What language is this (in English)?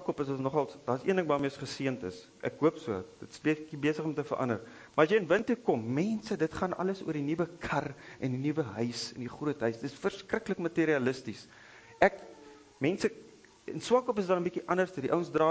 Afrikaans